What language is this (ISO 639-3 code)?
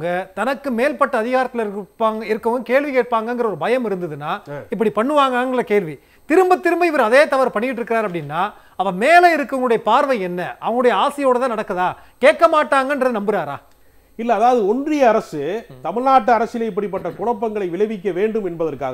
tam